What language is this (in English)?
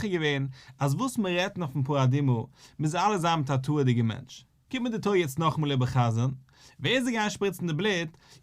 Yiddish